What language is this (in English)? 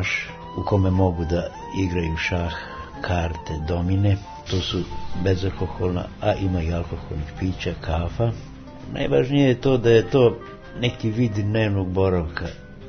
Serbian